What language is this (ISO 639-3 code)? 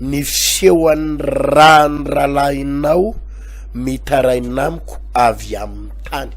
mlg